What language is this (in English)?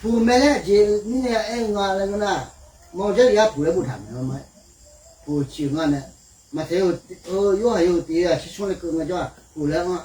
Akha